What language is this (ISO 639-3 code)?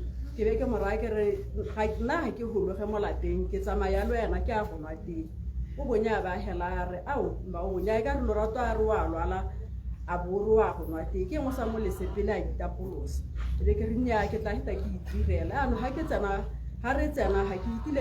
tsn